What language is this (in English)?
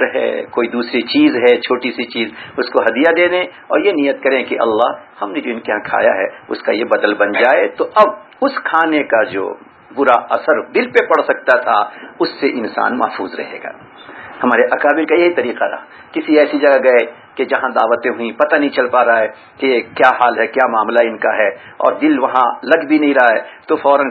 Urdu